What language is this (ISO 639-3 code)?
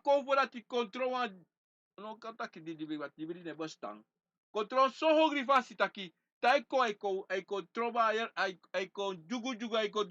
srn